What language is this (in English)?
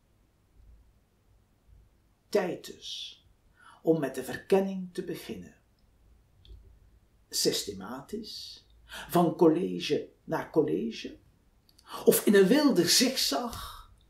Dutch